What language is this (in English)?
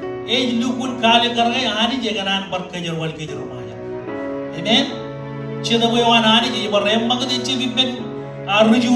Marshallese